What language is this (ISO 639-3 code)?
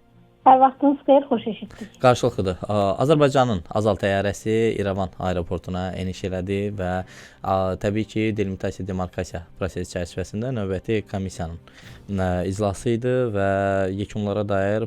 aze